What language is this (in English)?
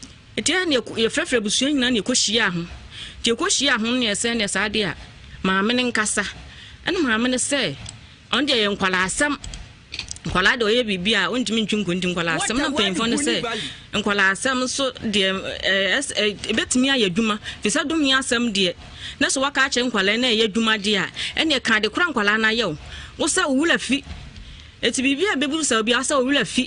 Akan